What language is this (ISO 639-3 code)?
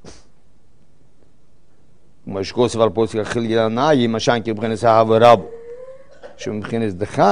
heb